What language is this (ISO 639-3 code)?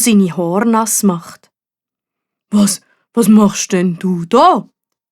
gsw